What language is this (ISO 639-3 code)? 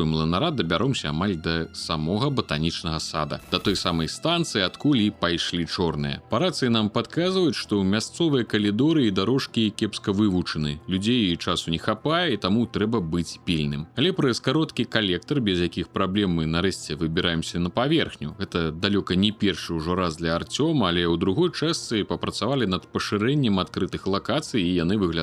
bel